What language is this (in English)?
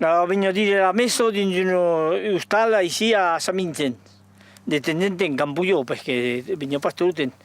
Occitan